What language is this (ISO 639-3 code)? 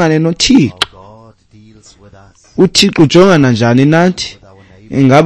xho